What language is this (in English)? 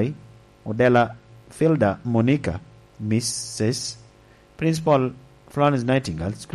Lango (Uganda)